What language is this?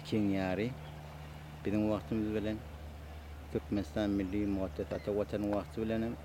Turkmen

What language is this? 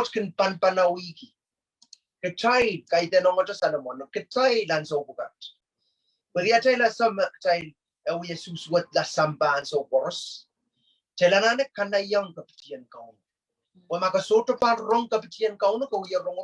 Pohnpeian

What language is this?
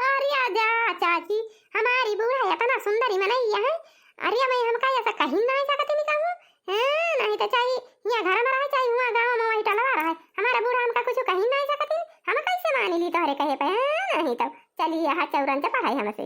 Awadhi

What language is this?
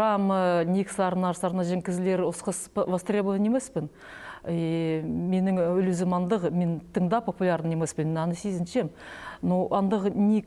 Khakas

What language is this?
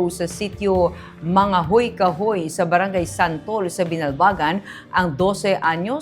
Hiligaynon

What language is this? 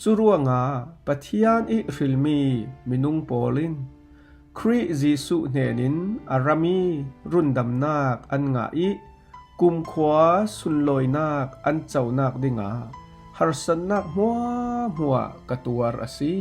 Falam Chin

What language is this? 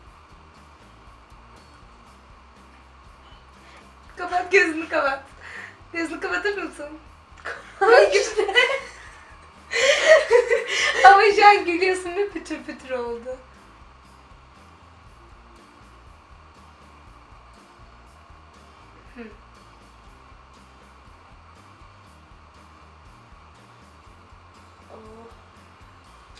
Turkish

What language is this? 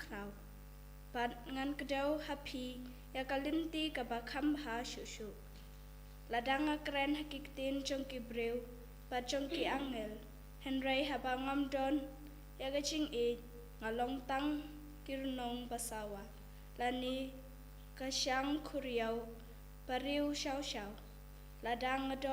Khasi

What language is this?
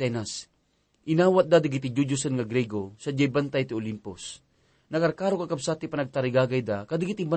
Iloko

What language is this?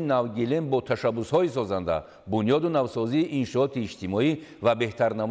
Tajik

